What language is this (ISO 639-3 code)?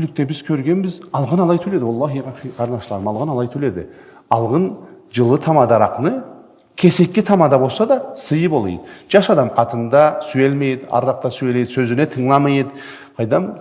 krc